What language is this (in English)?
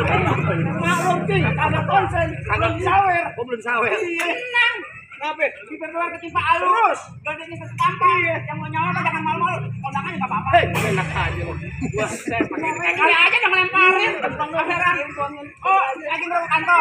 Betawi